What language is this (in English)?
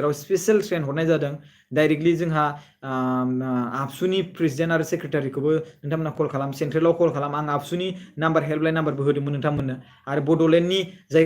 Bodo